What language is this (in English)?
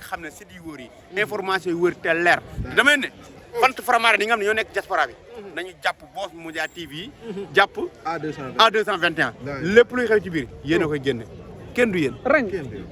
Wolof